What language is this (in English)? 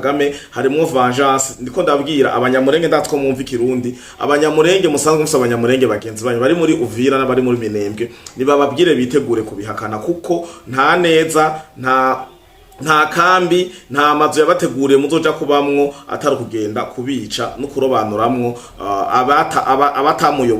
Rundi